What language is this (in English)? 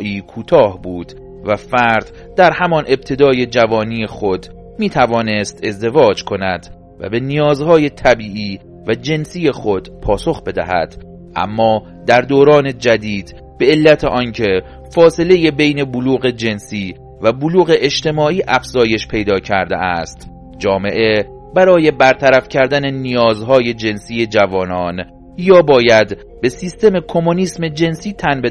Persian